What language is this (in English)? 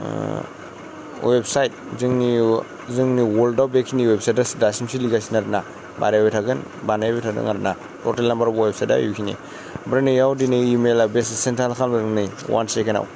Bodo